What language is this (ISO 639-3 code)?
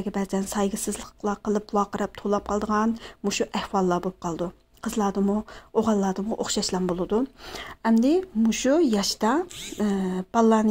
uig